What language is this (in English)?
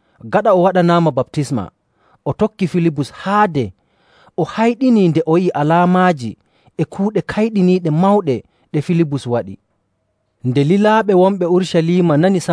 Nigerian Fulfulde